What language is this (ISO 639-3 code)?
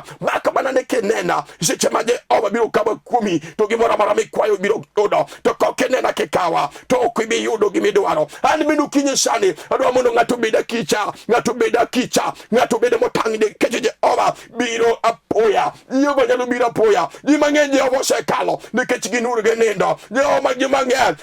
luo